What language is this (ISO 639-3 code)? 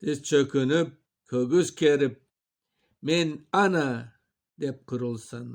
crh